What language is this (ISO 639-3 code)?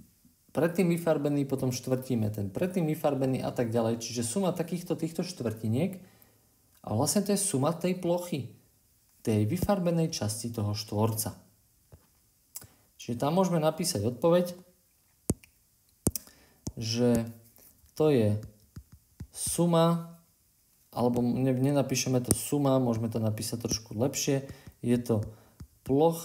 slk